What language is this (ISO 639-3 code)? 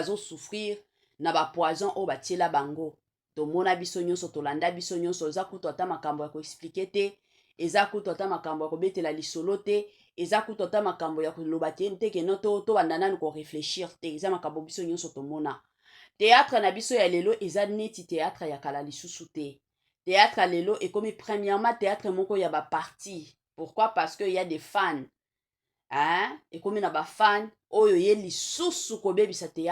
lin